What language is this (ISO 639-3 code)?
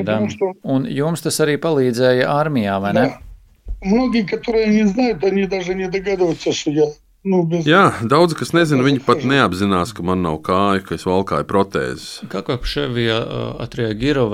lav